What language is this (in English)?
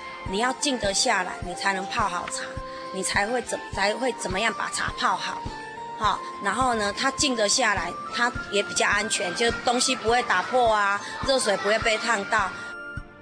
Chinese